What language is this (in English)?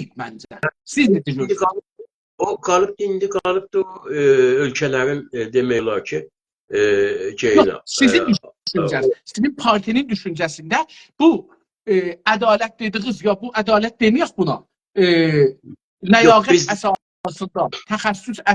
South Azerbaijani